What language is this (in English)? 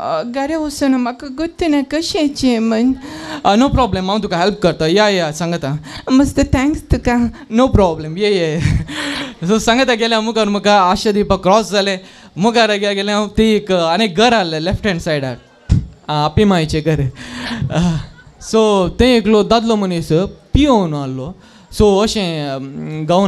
Konkani